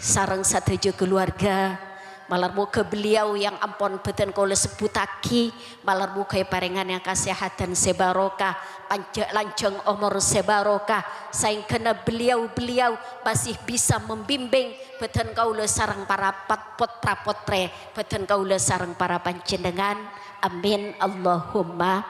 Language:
Madurese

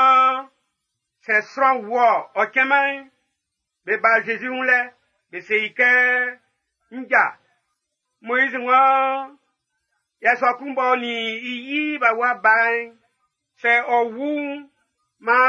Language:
Baoulé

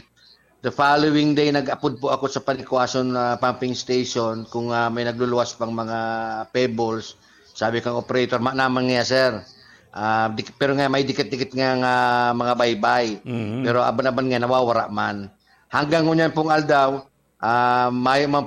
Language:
Bikol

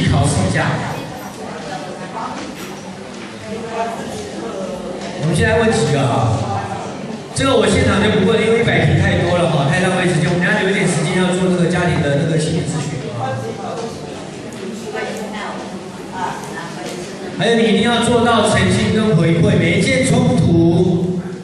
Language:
Chinese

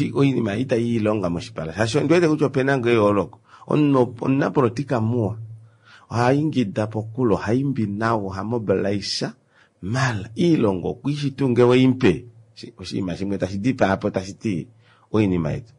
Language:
Kuanyama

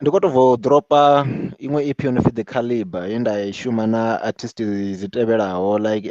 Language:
Venda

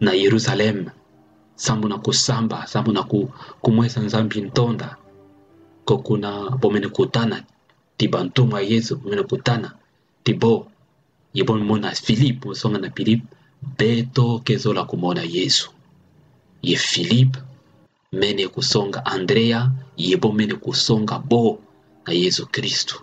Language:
Kituba (Democratic Republic of Congo)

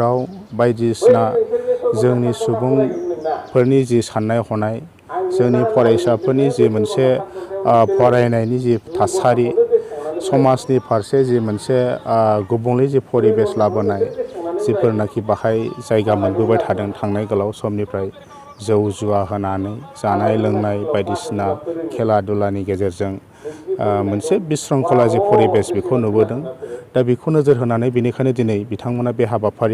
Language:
Bodo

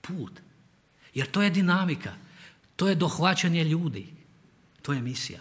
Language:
Croatian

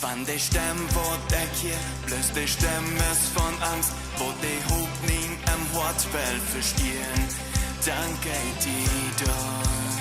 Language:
Plautdietsch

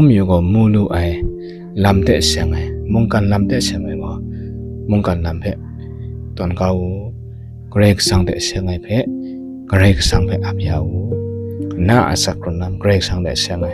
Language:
Kachin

